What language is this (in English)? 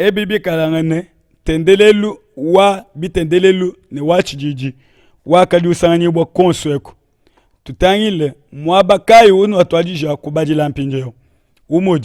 Luba-Lulua